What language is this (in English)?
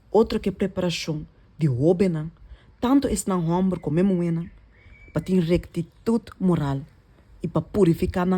Papiamento